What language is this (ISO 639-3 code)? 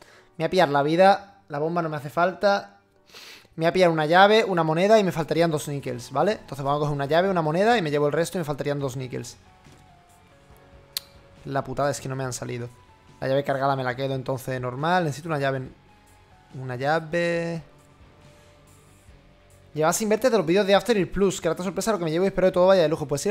spa